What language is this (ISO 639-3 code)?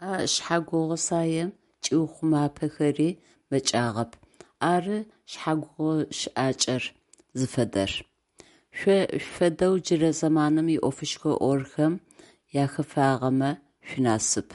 ady